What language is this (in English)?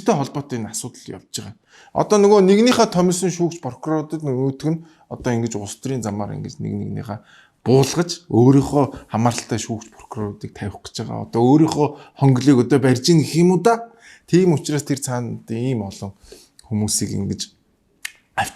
Mongolian